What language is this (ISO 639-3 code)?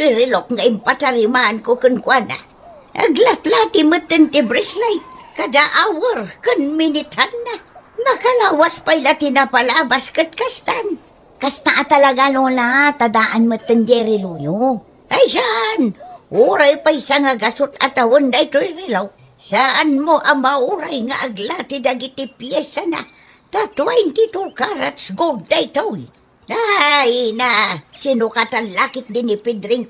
ilo